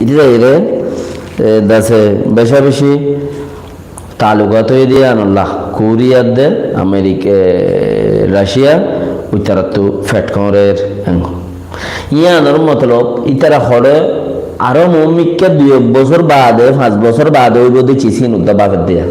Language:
Rohingya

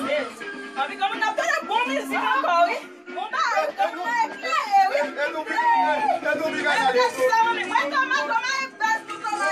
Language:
Haitian Creole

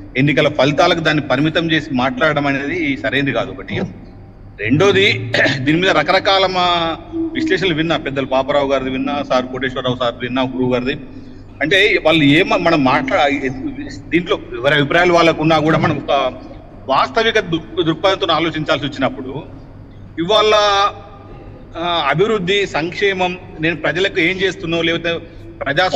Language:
Telugu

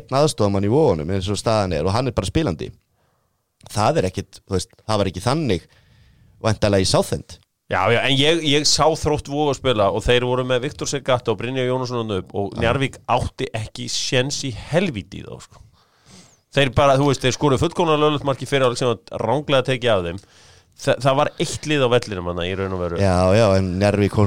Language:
Icelandic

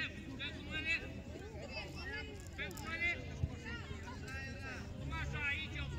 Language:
Romanian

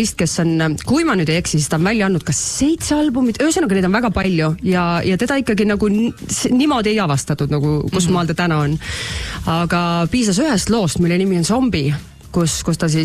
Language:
Estonian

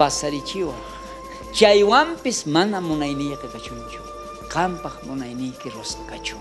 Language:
South Bolivian Quechua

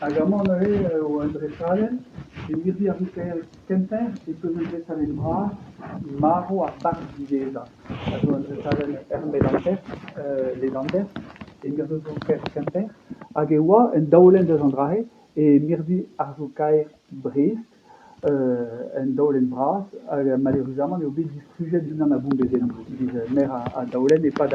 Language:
Breton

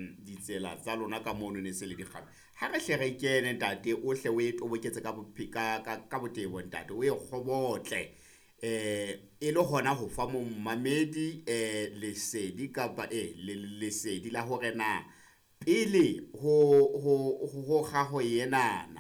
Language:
Southern Sotho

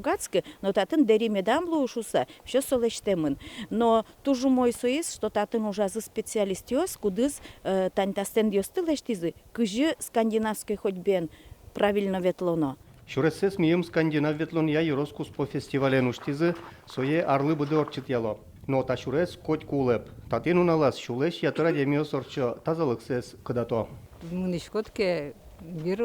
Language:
Udmurt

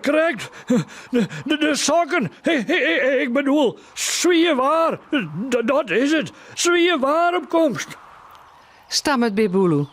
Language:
Western Frisian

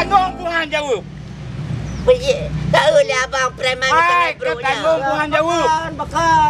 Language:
Achinese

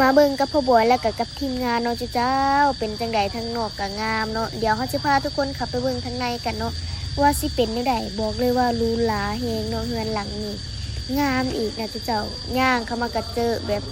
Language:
Lao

